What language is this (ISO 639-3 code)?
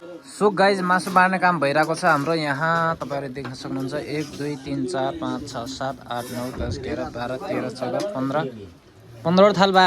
nep